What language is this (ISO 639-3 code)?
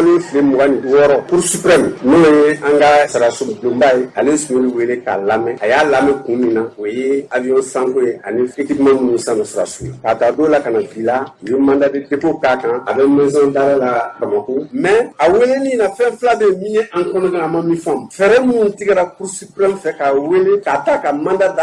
bam